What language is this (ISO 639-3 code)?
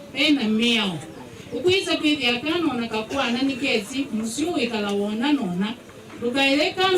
kam